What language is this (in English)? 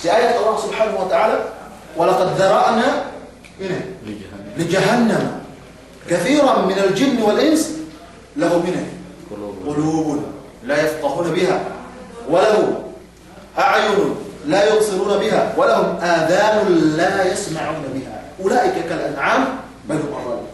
Yakan